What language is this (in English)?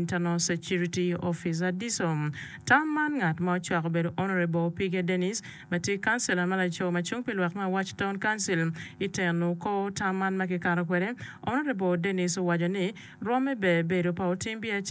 Acoli